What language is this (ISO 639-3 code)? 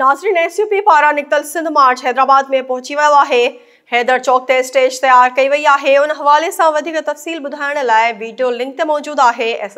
snd